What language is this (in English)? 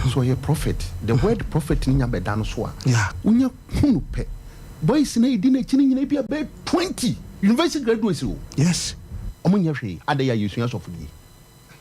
Akan